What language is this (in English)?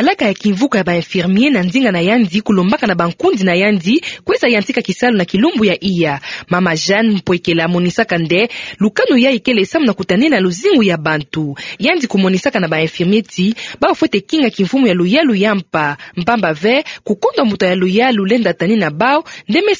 Kituba (Democratic Republic of Congo)